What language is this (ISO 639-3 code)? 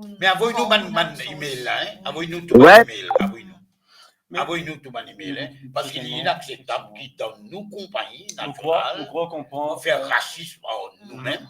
mfe